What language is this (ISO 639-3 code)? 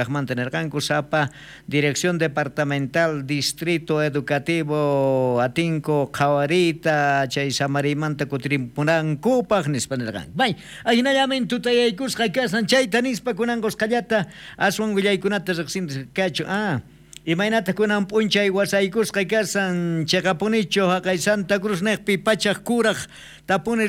quh